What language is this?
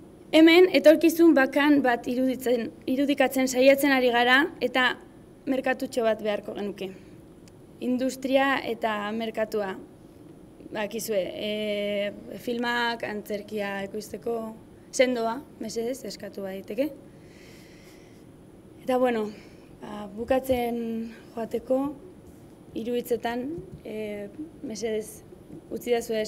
Basque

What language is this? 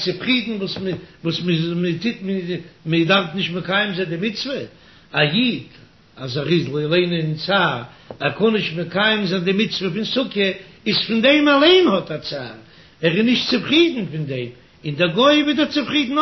Yiddish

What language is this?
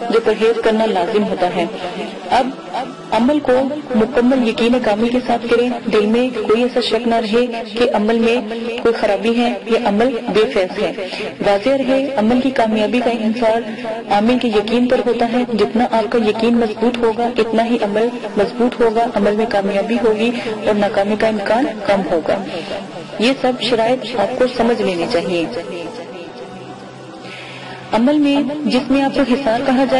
Urdu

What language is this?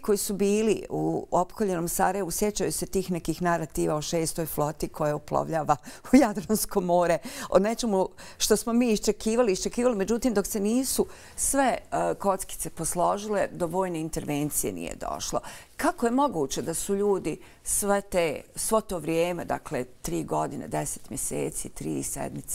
Bosnian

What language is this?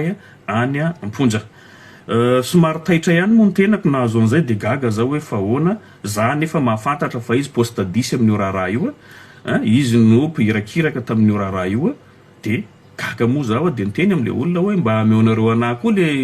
Malagasy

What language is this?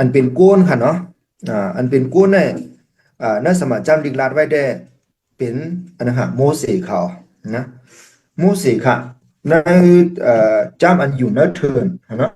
Shan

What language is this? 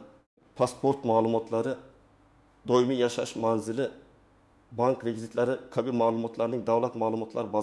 Uzbek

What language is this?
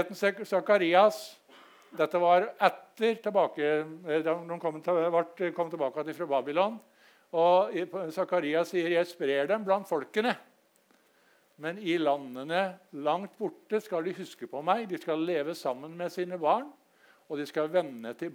Norwegian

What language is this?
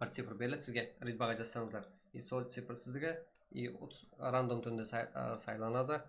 Kara-Kalpak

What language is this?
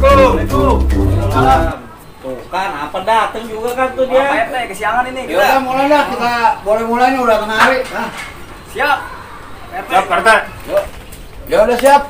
Betawi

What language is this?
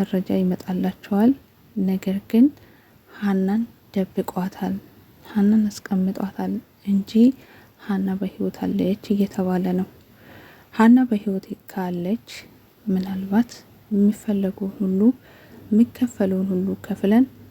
Amharic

